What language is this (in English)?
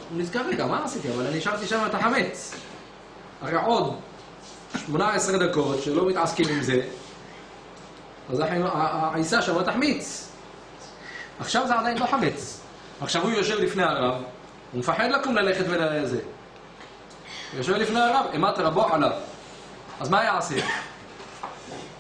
Hebrew